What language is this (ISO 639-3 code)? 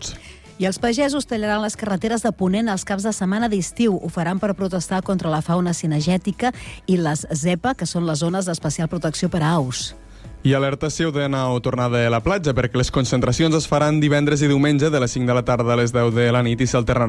cat